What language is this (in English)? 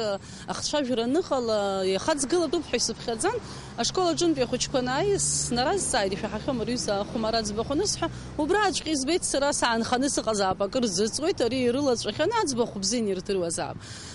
Abkhazian